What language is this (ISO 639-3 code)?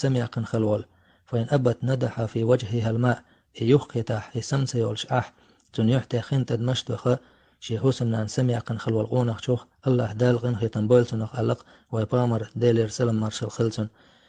che